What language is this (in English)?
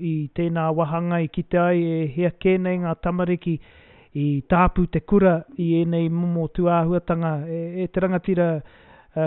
Māori